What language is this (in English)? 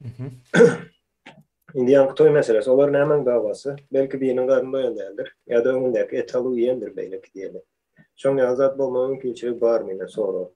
Turkmen